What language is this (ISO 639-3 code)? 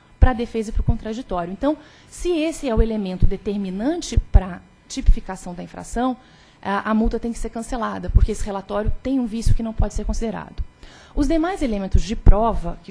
por